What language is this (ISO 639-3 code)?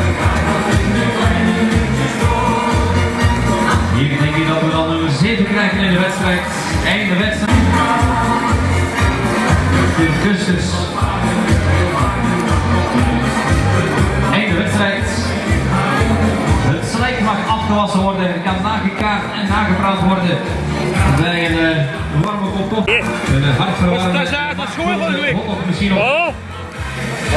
nld